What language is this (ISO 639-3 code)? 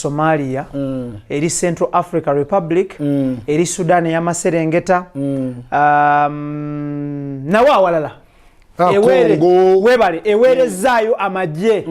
lug